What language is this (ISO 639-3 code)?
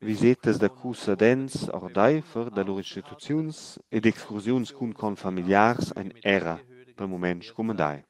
roh